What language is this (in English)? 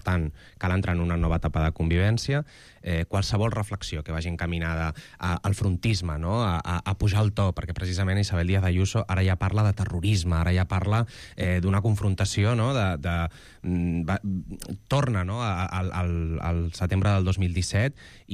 Catalan